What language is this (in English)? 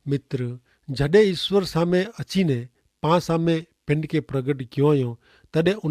Kachhi